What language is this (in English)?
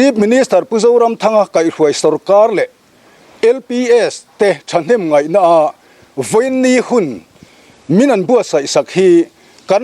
Mizo